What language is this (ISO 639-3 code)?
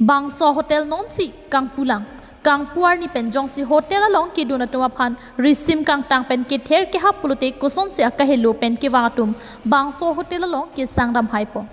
mjw